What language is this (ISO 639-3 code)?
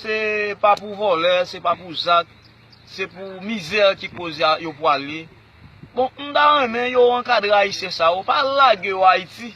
hat